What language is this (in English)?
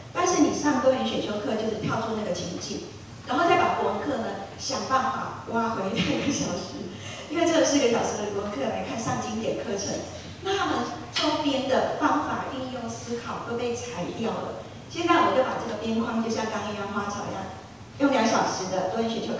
Chinese